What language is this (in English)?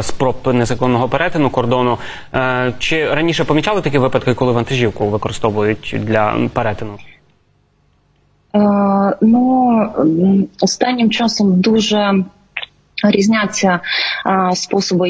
Ukrainian